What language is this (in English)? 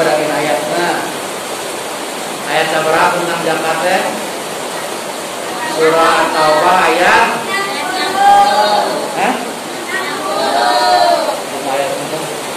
Sundanese